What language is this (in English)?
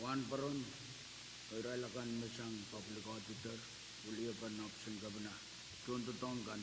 Pohnpeian